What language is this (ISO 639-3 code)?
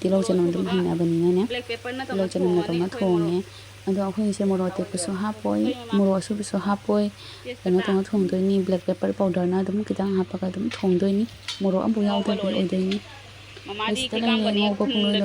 mni